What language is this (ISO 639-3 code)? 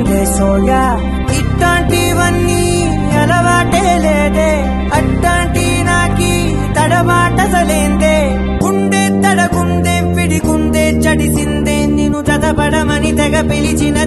tel